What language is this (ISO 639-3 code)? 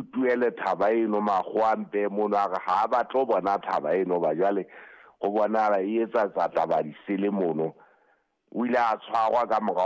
sot